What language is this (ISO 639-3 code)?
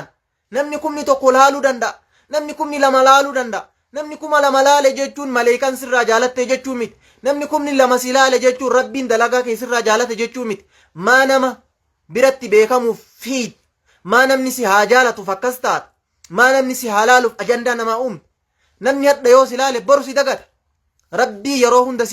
orm